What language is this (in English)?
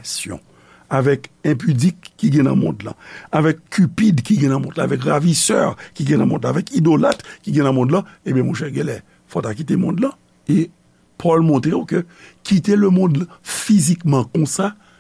Haitian Creole